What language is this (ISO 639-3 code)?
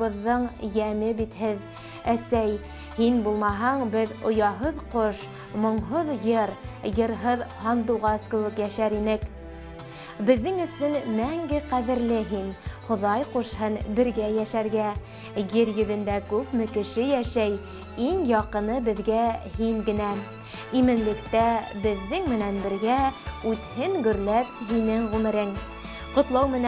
bak